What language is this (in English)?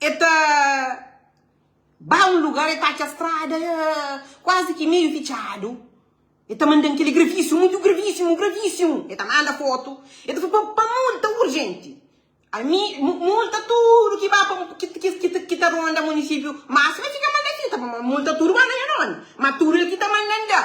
Kabuverdianu